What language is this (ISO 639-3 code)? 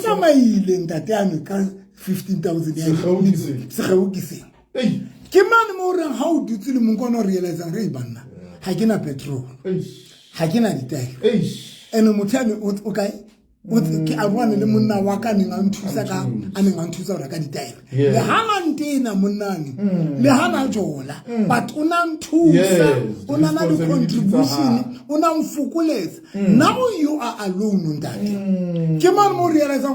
sot